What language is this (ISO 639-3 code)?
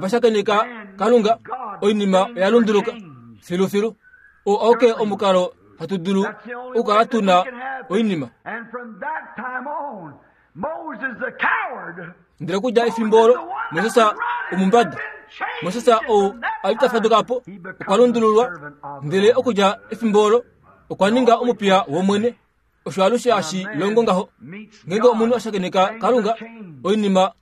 kua